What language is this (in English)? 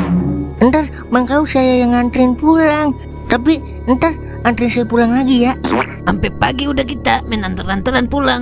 Betawi